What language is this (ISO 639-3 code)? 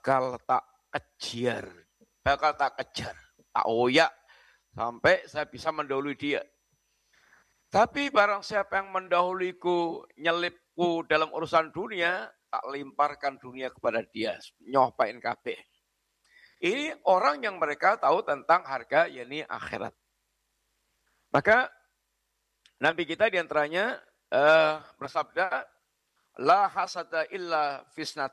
ind